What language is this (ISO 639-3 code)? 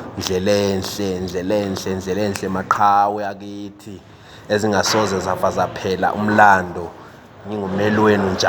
zul